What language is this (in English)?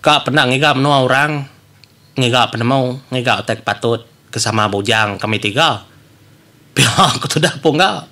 Iban